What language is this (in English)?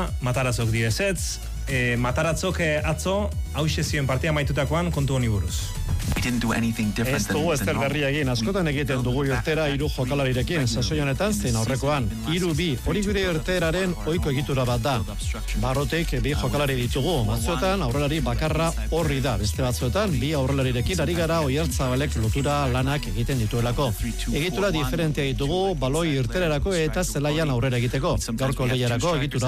Basque